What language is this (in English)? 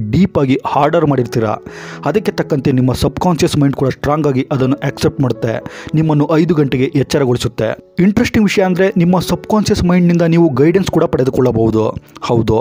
Kannada